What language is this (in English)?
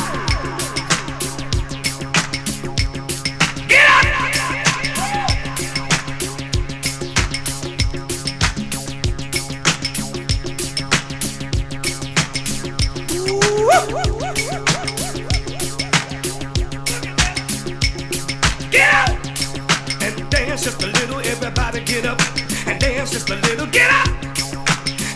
English